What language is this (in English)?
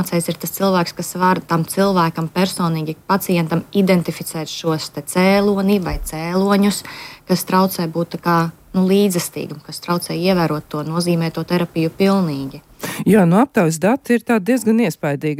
Latvian